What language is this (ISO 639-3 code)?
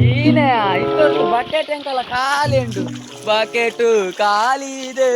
tcy